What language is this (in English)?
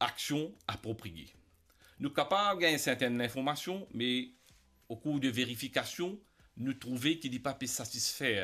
Morisyen